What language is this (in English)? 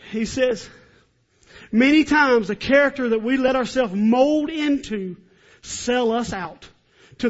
English